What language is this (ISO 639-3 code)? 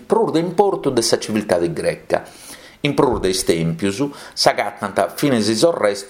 srd